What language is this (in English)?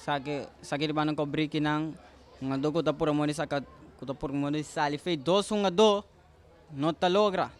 Papiamento